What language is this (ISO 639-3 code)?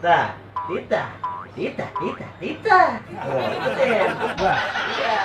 bew